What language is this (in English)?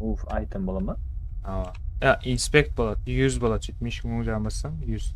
Kara-Kalpak